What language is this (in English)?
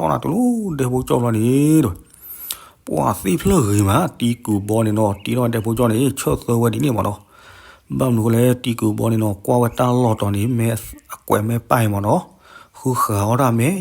S'gaw Karen